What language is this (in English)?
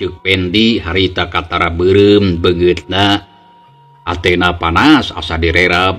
Sundanese